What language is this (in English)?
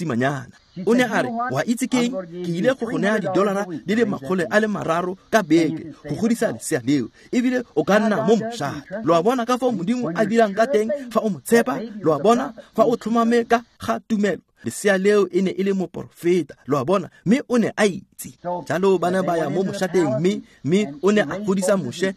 Tswana